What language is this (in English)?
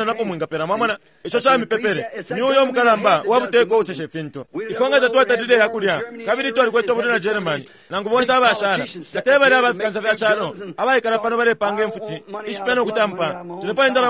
Bemba